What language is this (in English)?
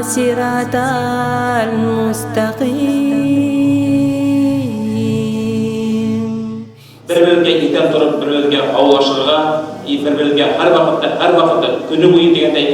Bashkir